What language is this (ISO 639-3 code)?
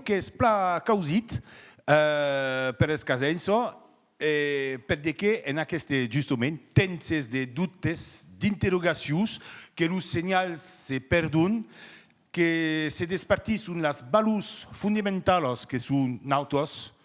oci